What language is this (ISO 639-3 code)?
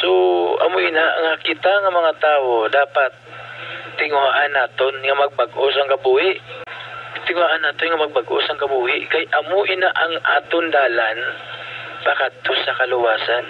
hil